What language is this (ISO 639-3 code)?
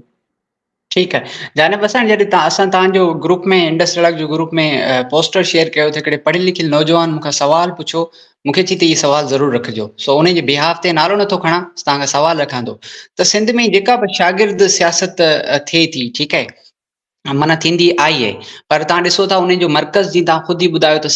snd